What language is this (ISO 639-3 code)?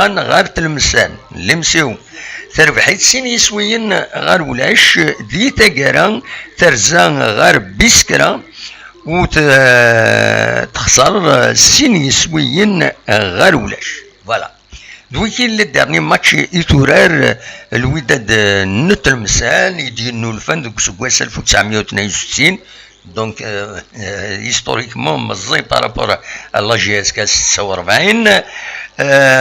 kab